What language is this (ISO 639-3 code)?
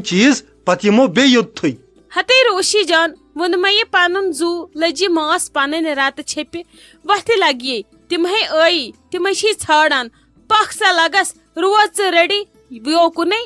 kas